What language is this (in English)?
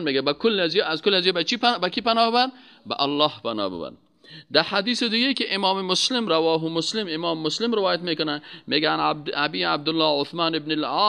Persian